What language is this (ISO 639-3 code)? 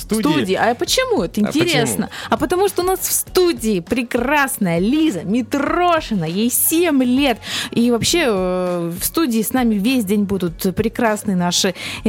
rus